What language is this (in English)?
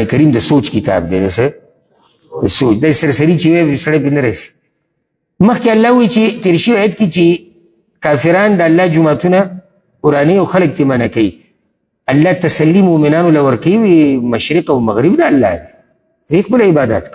Pashto